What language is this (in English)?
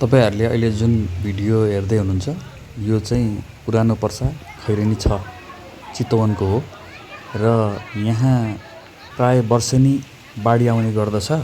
Nepali